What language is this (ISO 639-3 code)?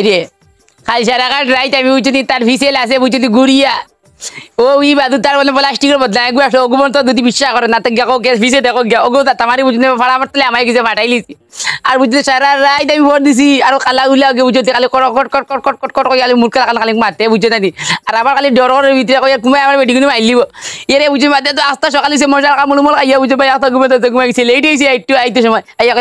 syl